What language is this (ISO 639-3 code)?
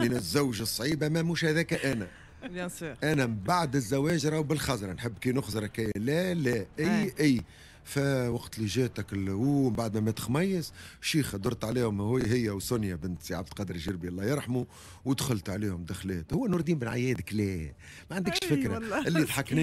aeb